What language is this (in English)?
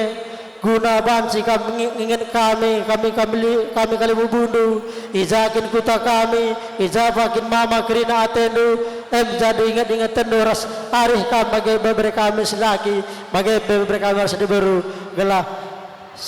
Batak Karo